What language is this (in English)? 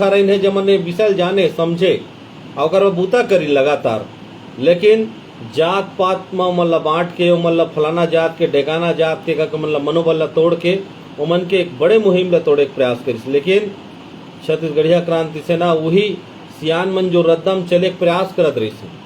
Chhattisgarhi